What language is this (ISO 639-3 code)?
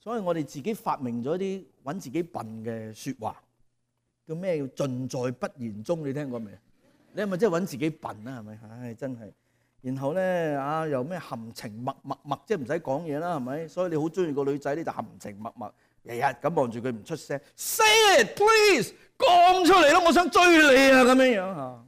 yue